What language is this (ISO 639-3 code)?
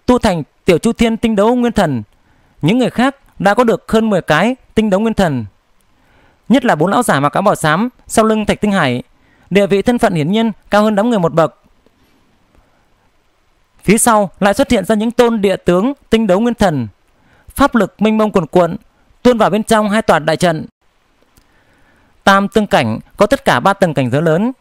vie